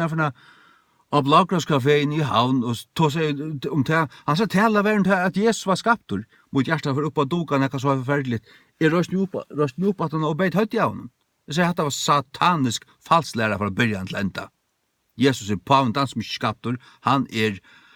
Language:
Faroese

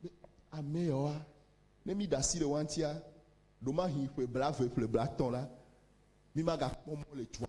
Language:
Ewe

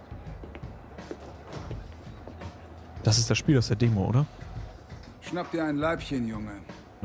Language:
German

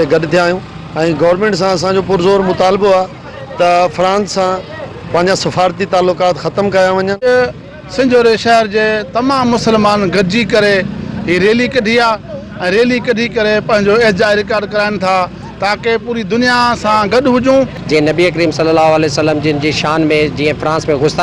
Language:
Sindhi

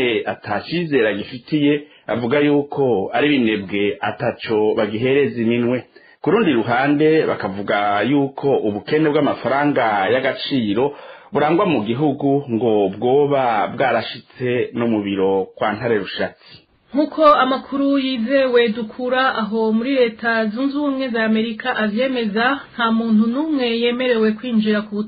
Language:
Rundi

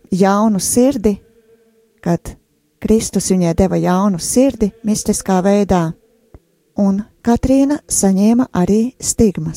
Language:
Latvian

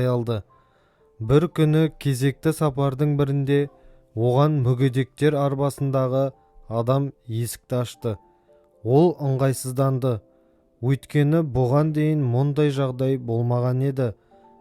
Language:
Kazakh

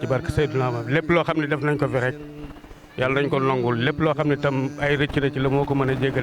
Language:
Wolof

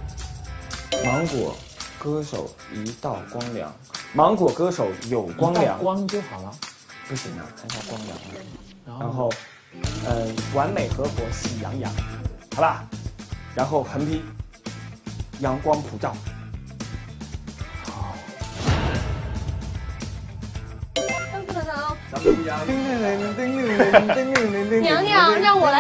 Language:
Chinese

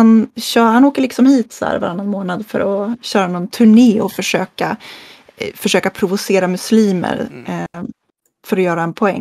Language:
Swedish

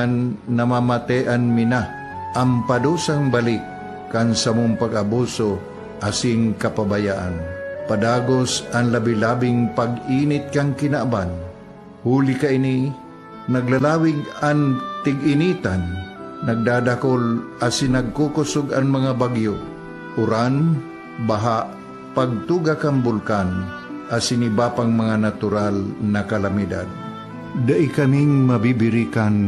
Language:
Bikol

